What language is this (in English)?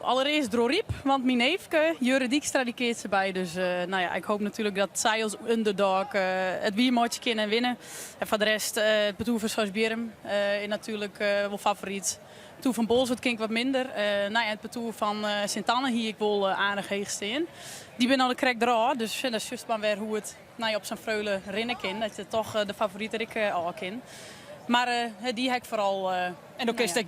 Western Frisian